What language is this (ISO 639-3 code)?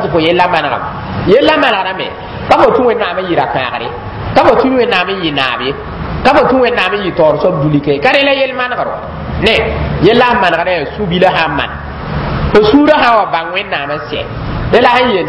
mos